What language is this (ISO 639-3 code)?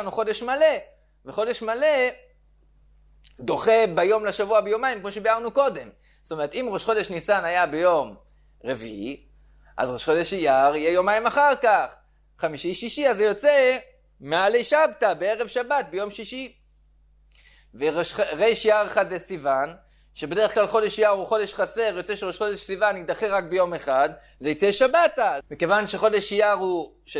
heb